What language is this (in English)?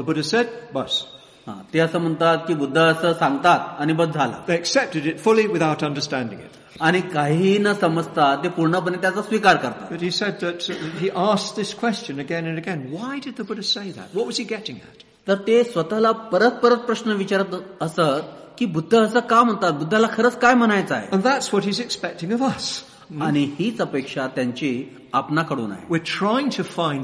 Marathi